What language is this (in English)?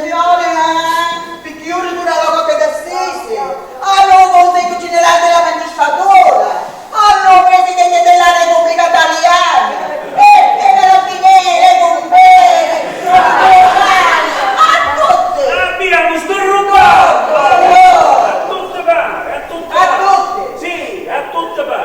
Sicilian